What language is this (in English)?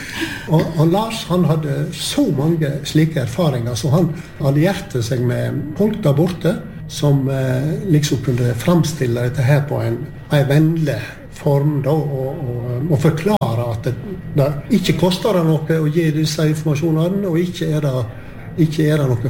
Norwegian